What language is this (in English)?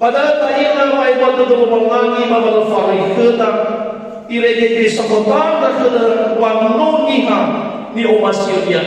Nias